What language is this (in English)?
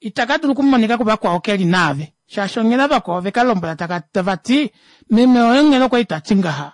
Kuanyama